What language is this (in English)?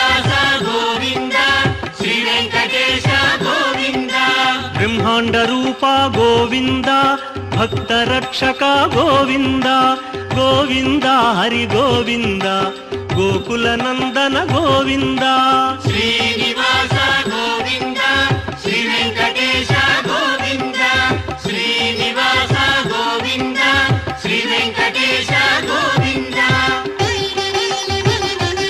Telugu